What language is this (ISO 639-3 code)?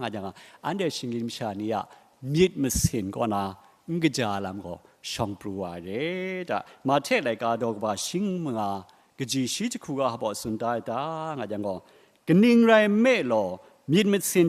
kac